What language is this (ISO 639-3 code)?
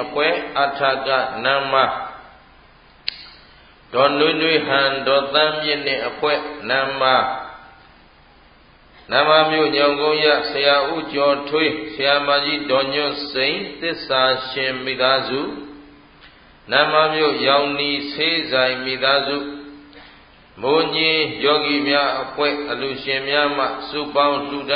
mya